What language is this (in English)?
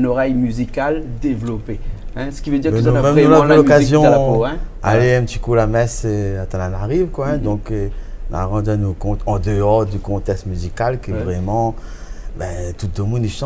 Réunion Creole French